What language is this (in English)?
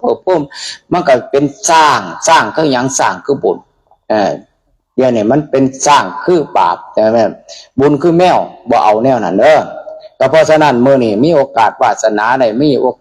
Northeastern Thai